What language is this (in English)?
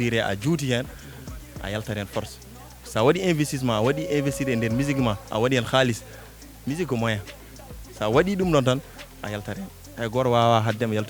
Fula